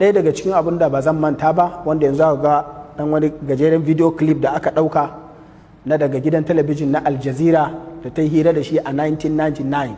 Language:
Hausa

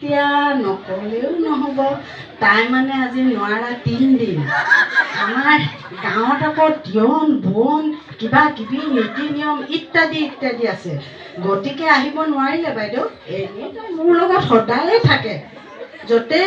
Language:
Assamese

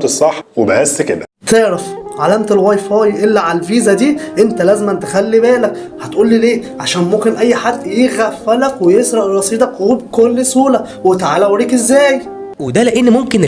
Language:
Egyptian Arabic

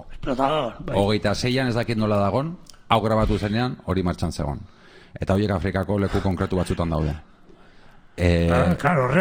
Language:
Basque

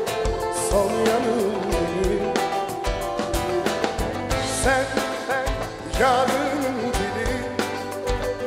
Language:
Turkish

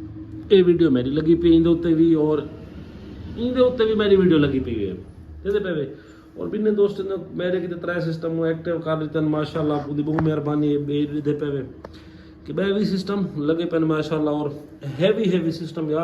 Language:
Saraiki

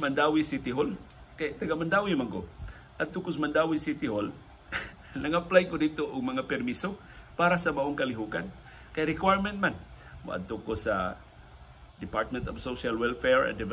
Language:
Cebuano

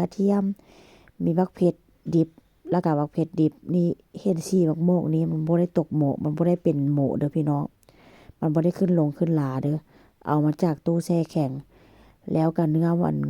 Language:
Northeastern Thai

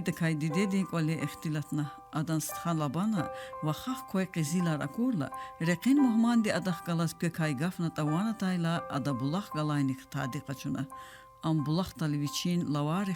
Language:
Lezghian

